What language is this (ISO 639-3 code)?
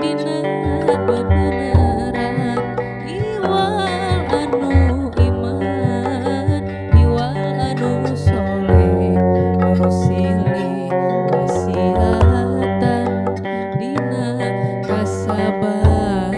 sun